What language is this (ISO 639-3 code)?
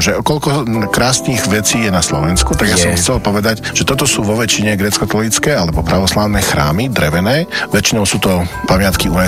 slk